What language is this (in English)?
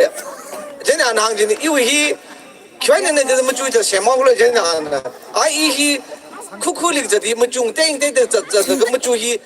Tangkhul Naga (India)